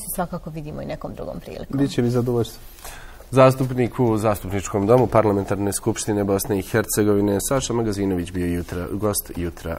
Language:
Bosnian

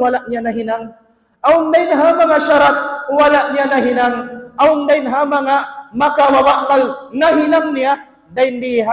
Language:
Tausug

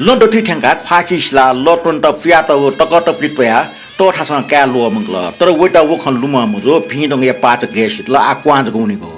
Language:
Newari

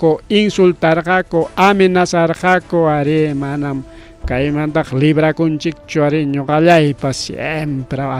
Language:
Ayacucho Quechua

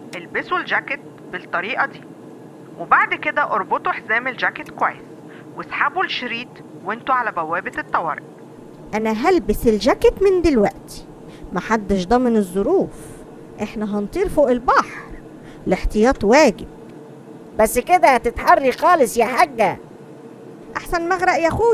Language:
Egyptian Arabic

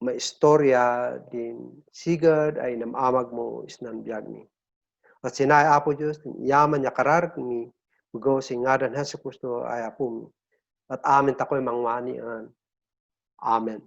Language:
Kankanaey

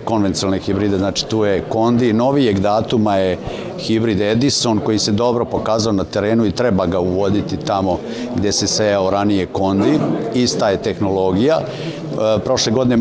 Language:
Serbian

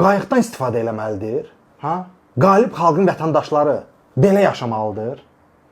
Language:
Azerbaijani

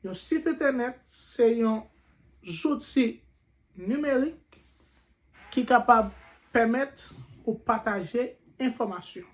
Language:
Haitian Creole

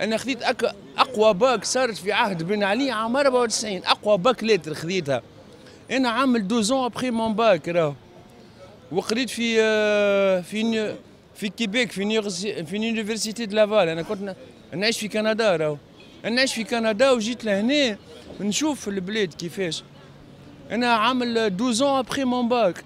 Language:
Tunisian Arabic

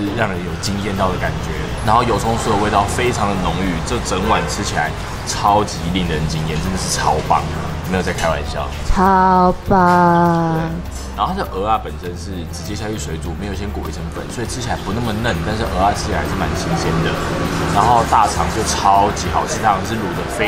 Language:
Chinese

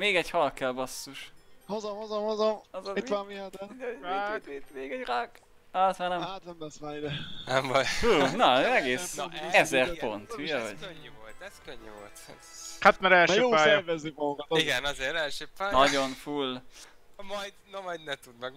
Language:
Hungarian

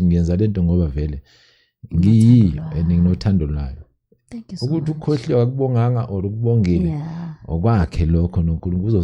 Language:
Zulu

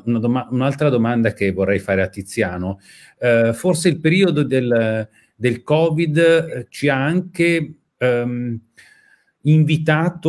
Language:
Italian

